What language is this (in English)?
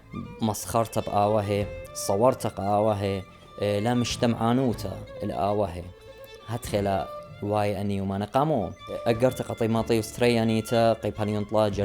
Assyrian Neo-Aramaic